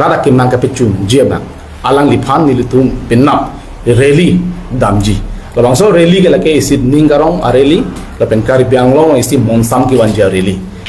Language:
Karbi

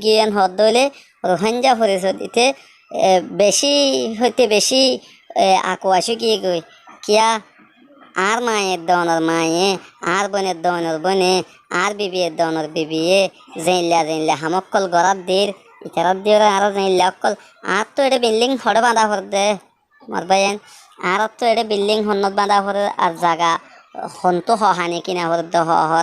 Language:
Rohingya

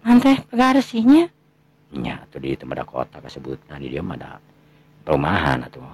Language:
Sundanese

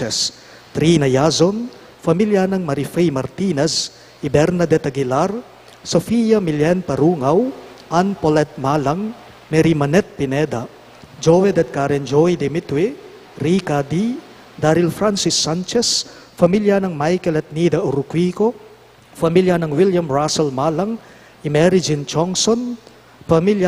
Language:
Pampanga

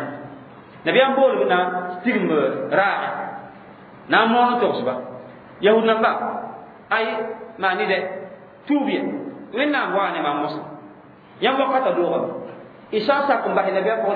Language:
Mossi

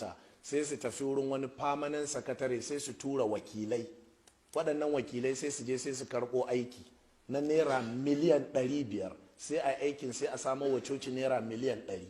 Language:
Hausa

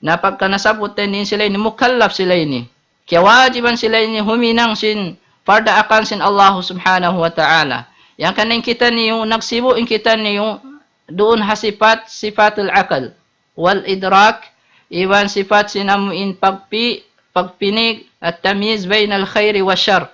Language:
Tausug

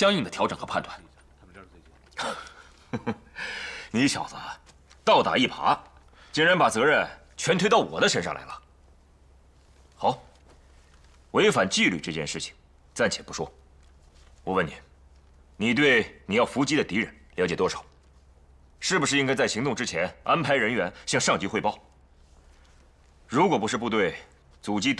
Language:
Chinese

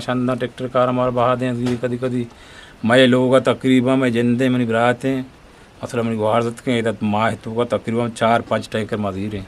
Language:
Eastern Balochi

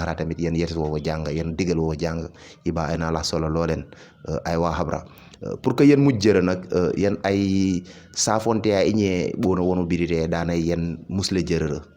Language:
Wolof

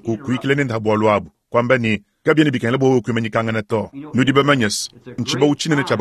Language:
Luba-Lulua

